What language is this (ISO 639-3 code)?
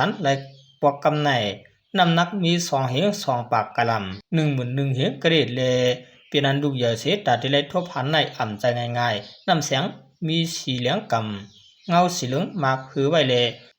shn